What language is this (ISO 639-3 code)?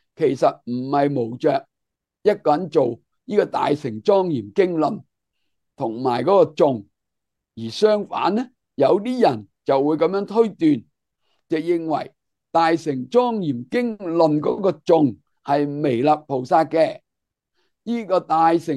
yue